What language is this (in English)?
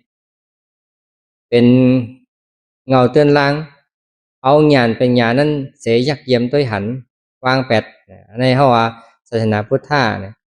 Shan